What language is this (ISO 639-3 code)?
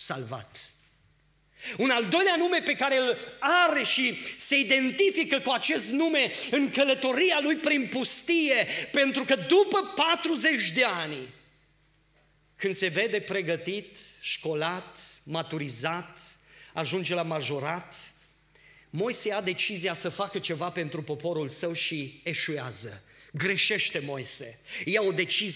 ron